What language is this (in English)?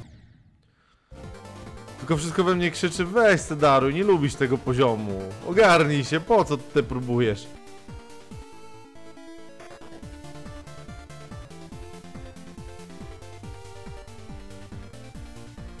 Polish